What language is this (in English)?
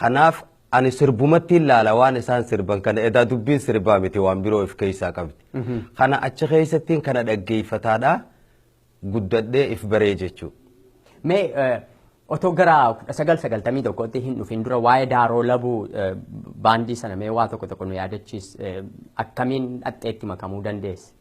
Oromo